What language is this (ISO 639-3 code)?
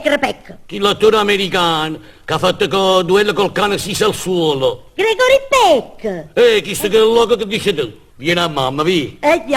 nap